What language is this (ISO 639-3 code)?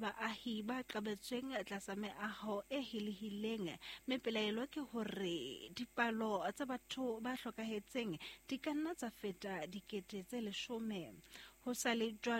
sot